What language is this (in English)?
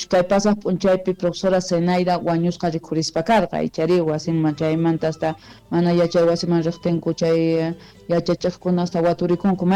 South Bolivian Quechua